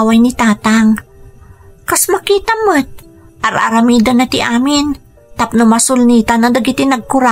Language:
Iloko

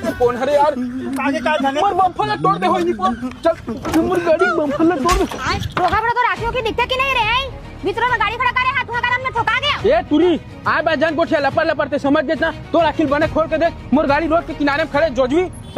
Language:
Chhattisgarhi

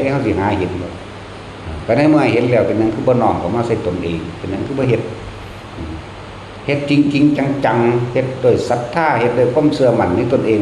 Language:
Northeastern Thai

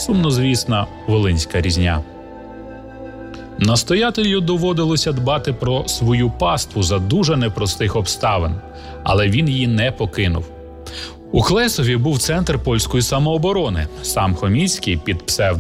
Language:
Ukrainian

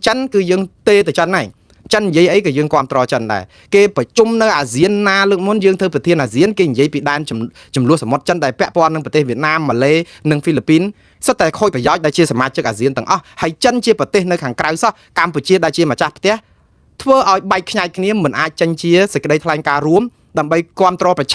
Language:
Khmer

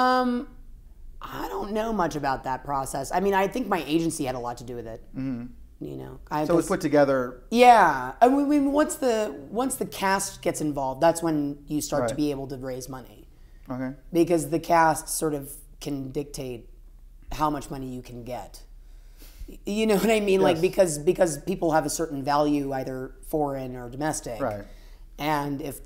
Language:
English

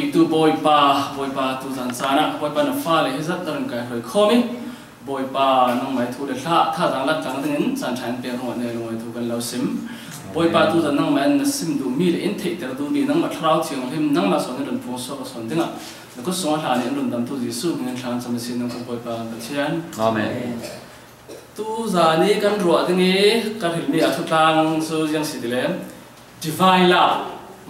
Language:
Falam Chin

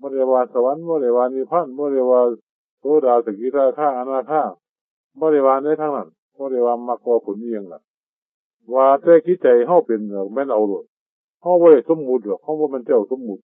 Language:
Northeastern Thai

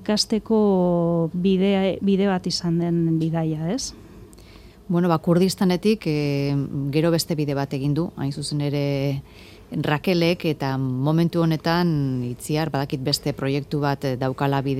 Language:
Basque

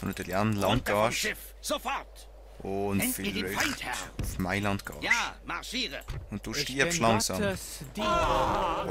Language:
Swiss German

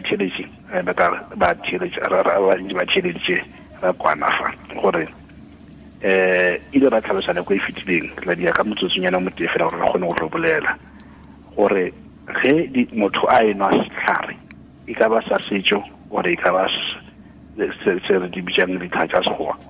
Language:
Tswana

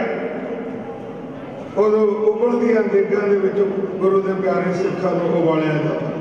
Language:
Punjabi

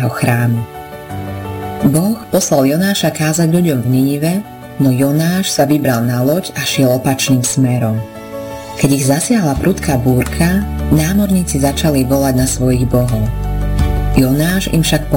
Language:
Slovak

